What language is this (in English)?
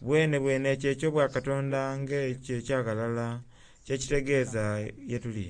Soga